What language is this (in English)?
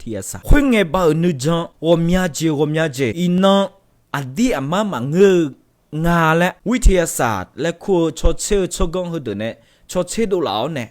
Akha